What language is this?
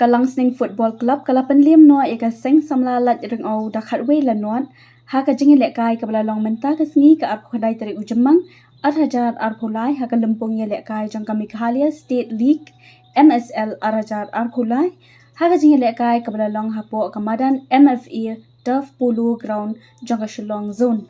Khasi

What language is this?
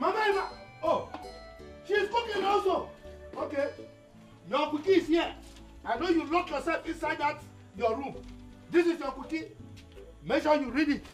Nigerian Pidgin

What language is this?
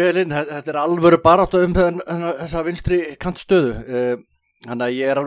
Icelandic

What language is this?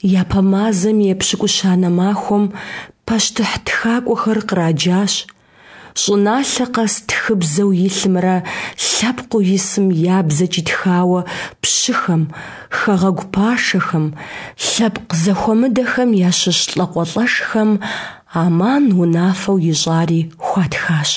Kabardian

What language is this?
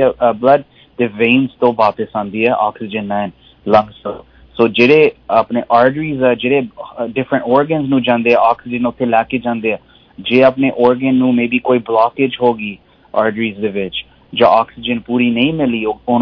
Punjabi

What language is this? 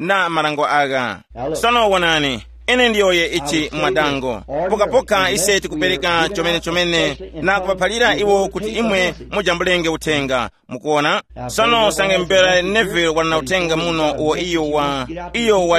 Tumbuka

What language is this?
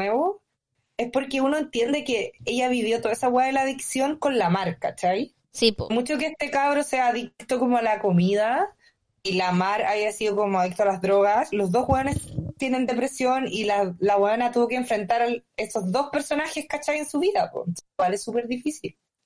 Spanish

